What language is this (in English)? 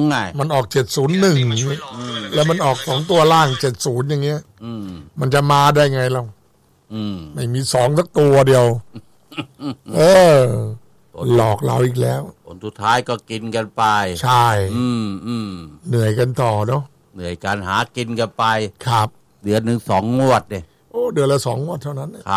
Thai